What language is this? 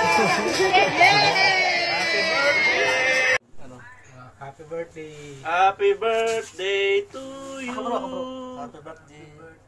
Filipino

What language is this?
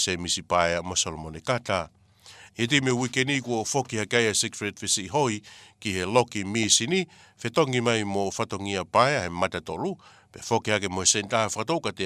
Tongan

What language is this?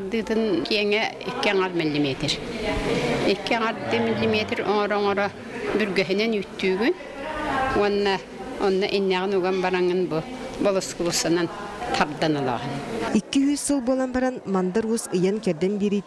Yakut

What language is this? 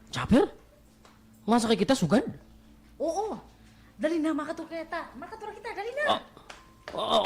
Waray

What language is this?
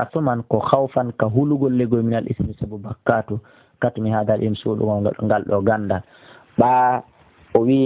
Pular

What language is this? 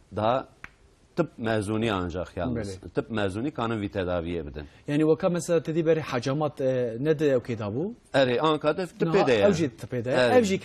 Kurdish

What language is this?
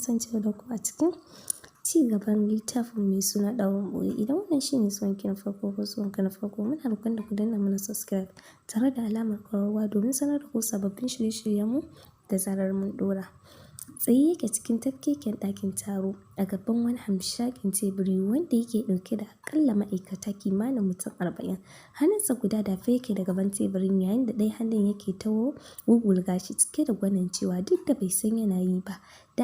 Hausa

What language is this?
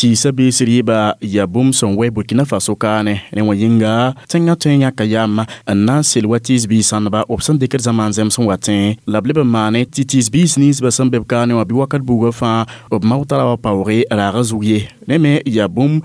Mossi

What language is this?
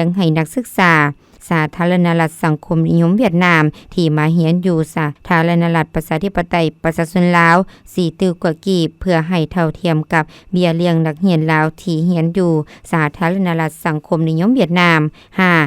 Lao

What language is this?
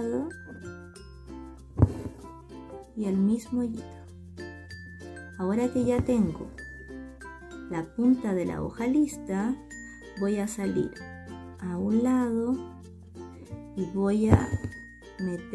Spanish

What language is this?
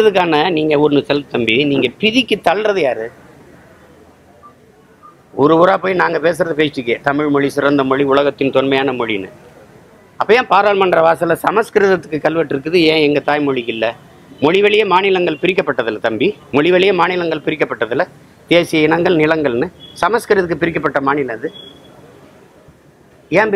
Tamil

